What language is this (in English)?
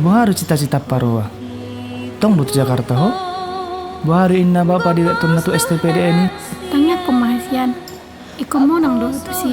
Batak Toba